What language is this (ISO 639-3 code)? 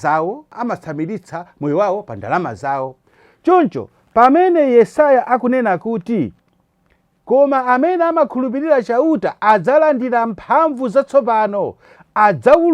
nya